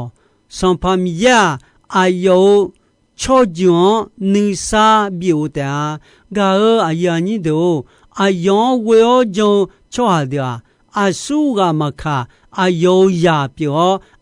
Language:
Akha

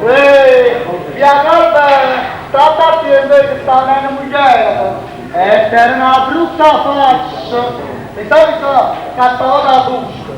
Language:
Neapolitan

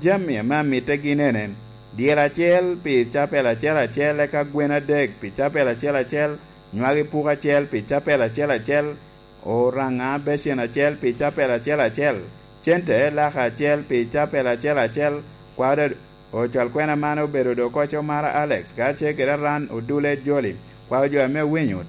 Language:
Lango (Uganda)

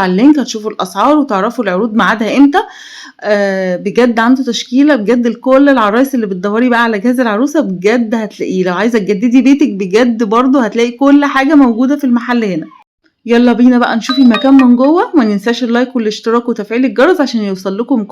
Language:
Egyptian Arabic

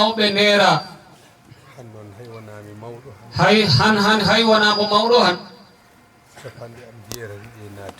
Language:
Fula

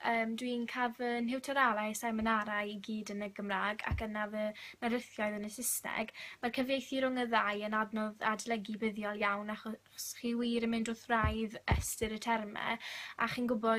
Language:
Welsh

